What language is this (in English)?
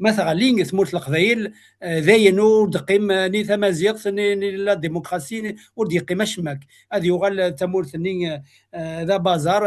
Kabyle